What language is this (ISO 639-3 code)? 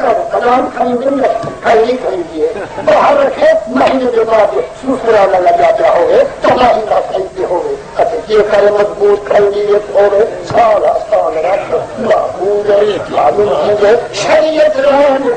skr